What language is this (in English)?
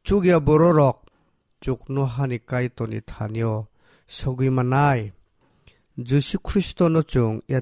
Kok Borok